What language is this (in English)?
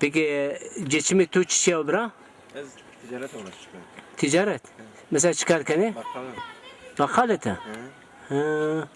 Zaza